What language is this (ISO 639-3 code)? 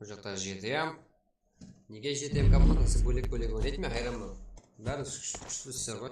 kaa